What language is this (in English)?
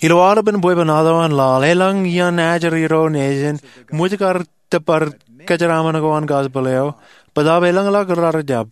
Marshallese